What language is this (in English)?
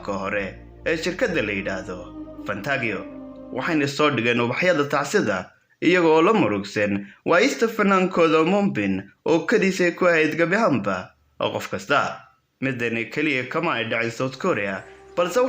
Somali